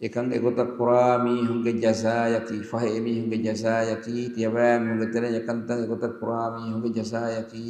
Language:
Divehi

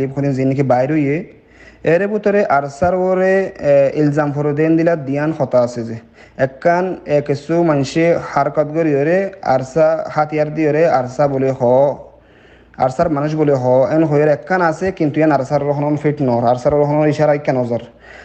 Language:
Rohingya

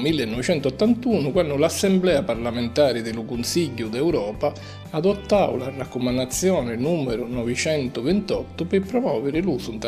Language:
Sicilian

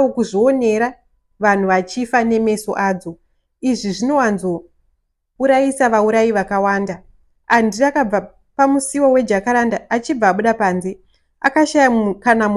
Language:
Shona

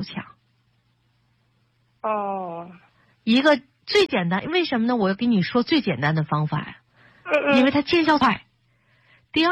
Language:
Chinese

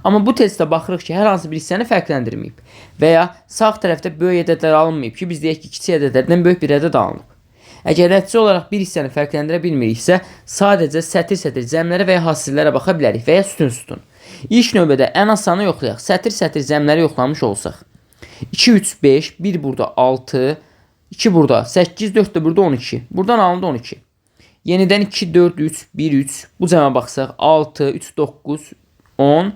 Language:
Azerbaijani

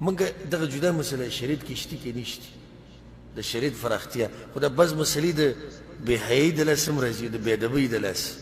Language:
Pashto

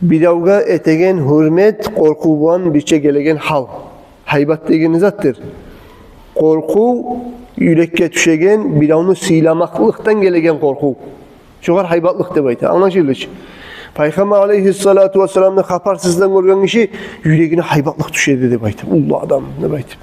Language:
Kumyk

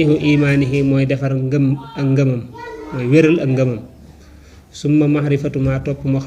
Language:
Wolof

